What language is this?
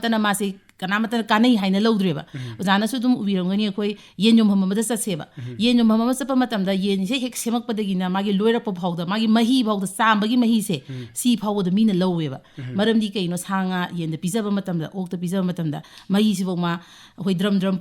Manipuri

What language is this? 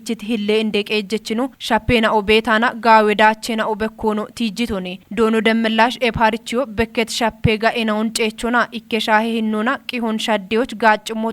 Kafa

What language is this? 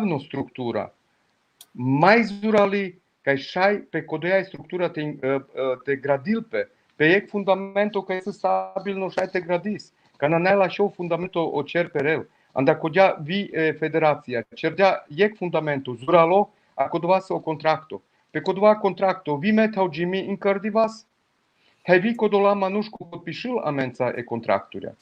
Balkan Romani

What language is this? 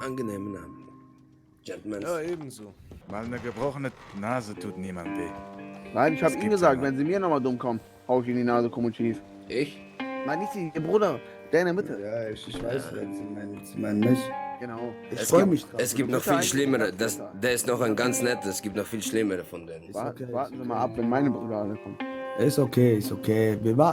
Swiss German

